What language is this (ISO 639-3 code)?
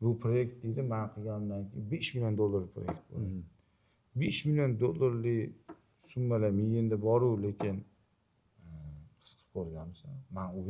uzb